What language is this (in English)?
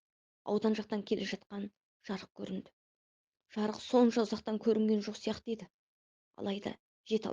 Kazakh